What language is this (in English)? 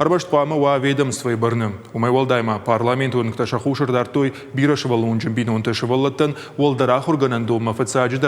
Ossetic